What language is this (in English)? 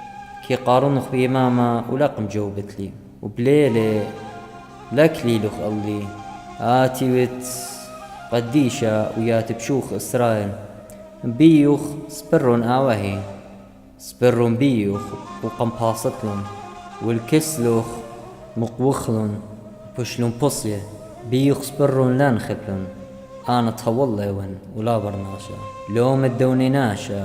Assyrian Neo-Aramaic